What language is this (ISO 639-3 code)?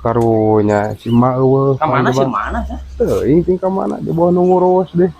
sun